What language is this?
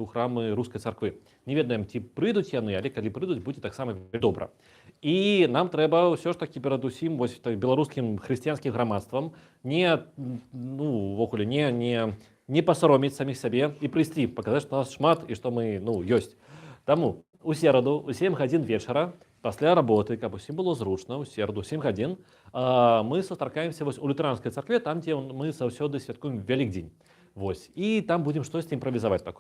Belarusian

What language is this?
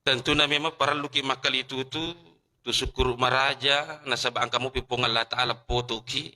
Buginese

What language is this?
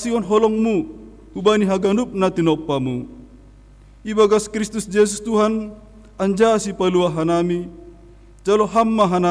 Batak Simalungun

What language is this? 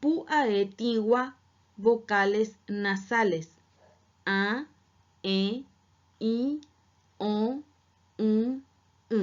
Guarani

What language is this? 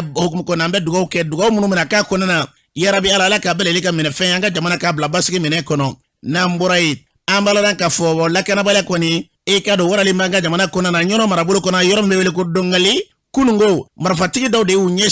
Bambara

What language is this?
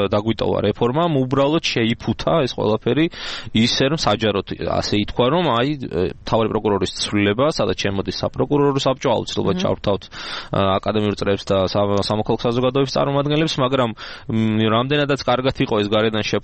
Georgian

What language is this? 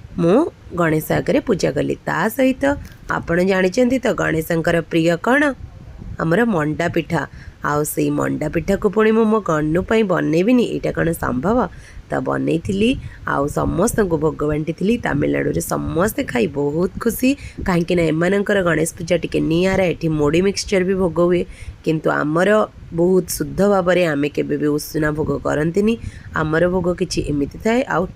Odia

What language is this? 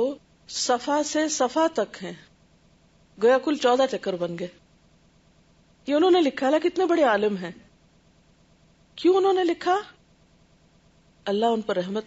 Urdu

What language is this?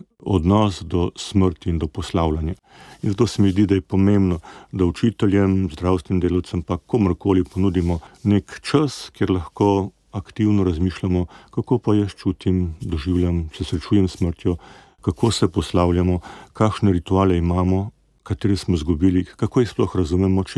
Slovenian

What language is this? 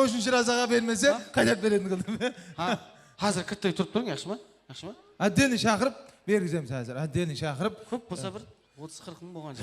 Kara-Kalpak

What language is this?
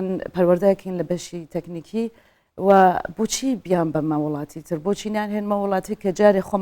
Central Kurdish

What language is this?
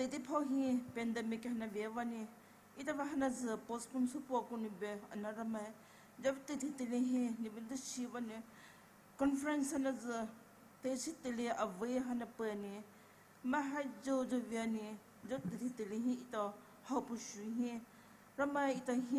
Poumei Naga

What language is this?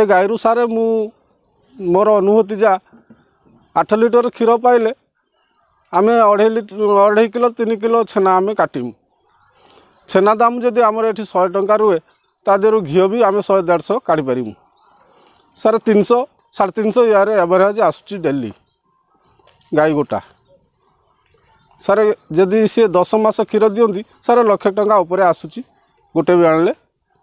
Odia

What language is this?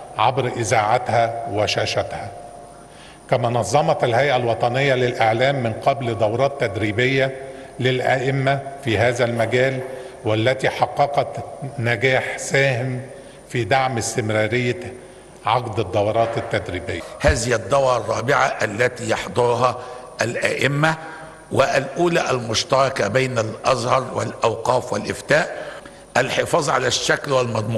Arabic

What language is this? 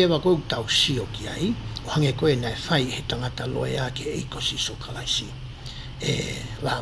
Tongan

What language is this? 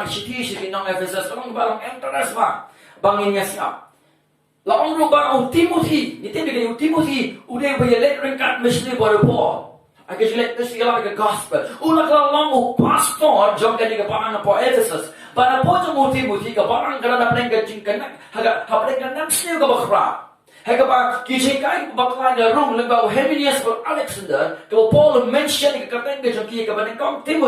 Khasi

